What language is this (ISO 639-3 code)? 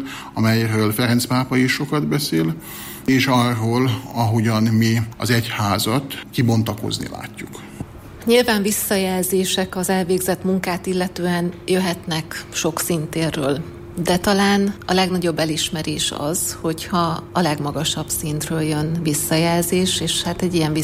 hun